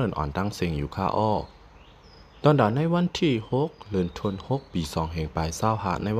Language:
Shan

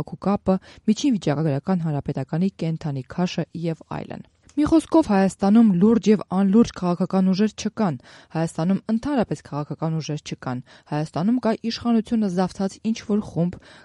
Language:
Armenian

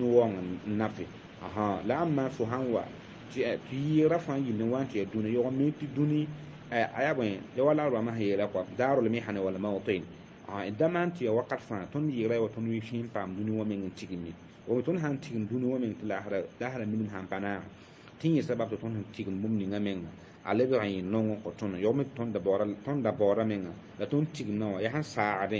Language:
Mossi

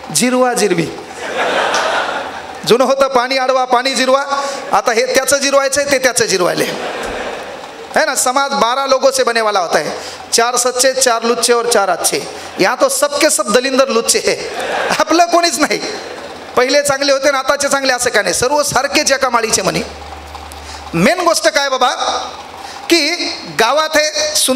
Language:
Marathi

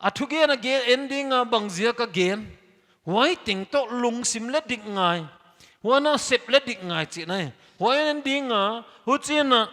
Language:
Paite Chin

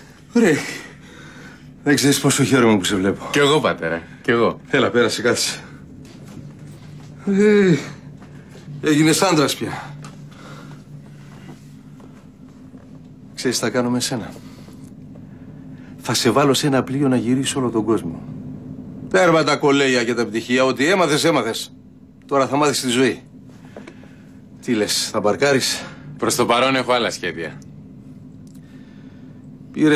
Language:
Greek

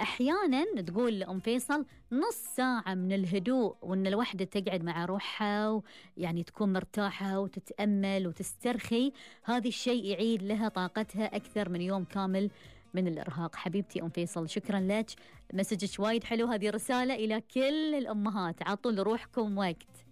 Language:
Gulf Arabic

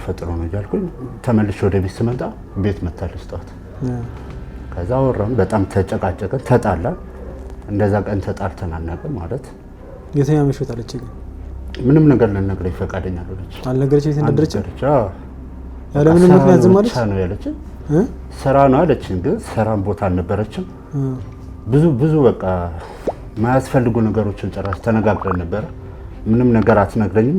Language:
Amharic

